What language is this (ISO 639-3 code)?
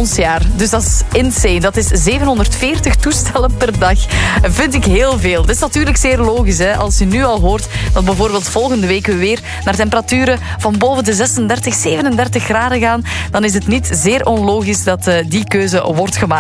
nld